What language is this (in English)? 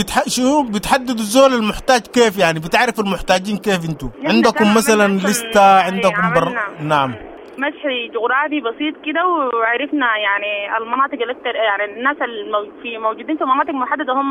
Sudanese Arabic